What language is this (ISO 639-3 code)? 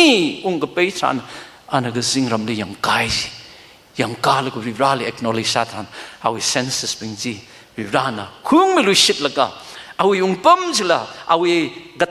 nmf